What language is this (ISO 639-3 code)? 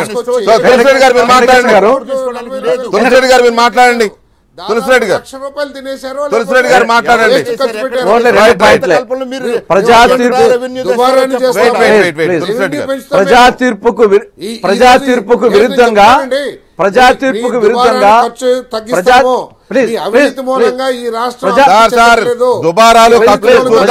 tel